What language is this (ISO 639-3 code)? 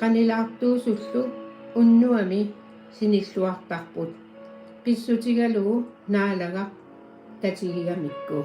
kal